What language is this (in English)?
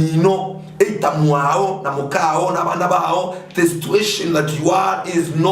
Gusii